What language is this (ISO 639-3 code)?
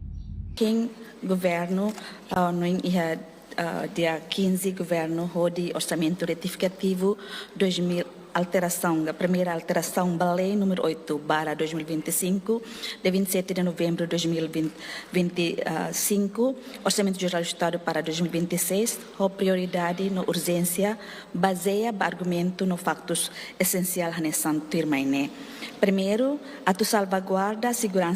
tet